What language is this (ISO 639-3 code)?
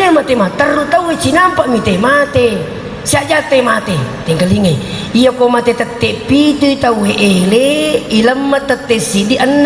bug